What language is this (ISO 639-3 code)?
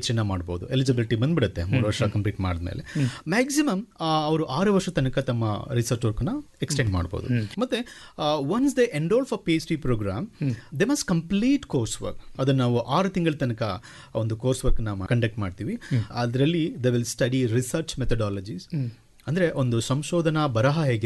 kan